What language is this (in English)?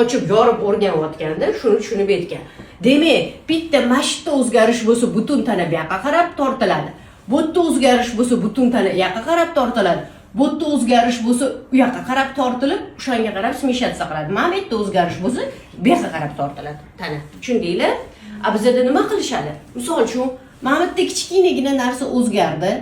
Uzbek